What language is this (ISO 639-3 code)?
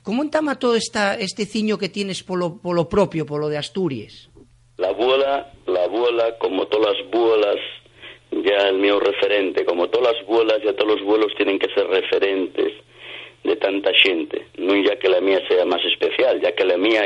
ast